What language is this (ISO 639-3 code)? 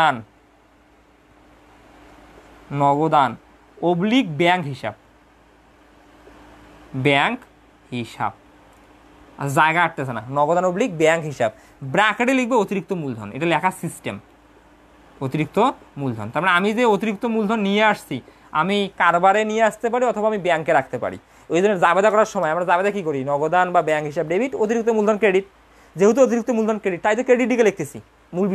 ben